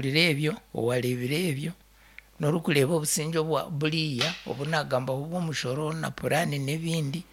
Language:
Nyankole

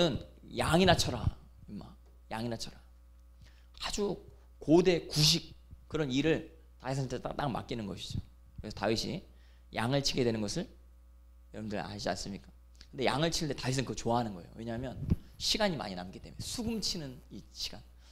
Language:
Korean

